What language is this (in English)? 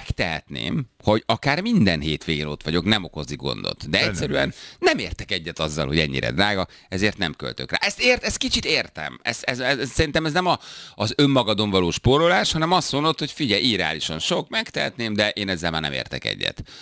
Hungarian